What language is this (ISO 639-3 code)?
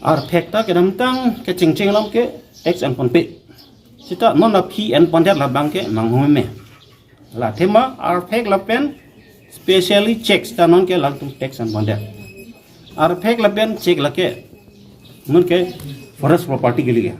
mjw